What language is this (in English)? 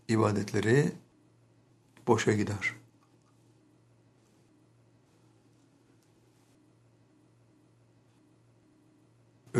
Turkish